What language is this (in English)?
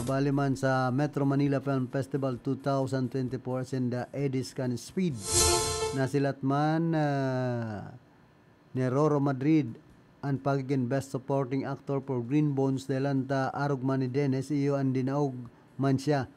Bikol